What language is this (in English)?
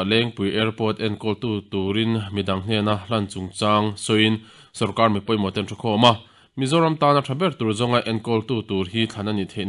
Mizo